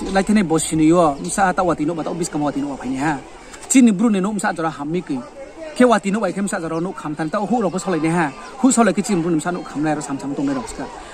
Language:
Riang (India)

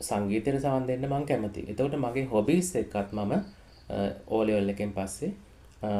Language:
Sinhala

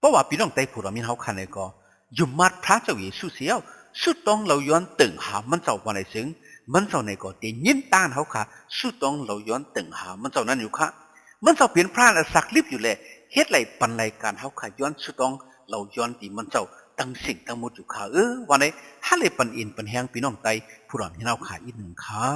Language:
Shan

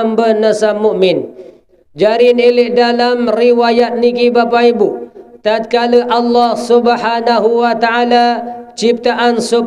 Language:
Sasak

